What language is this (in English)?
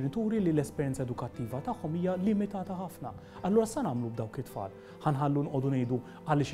Maltese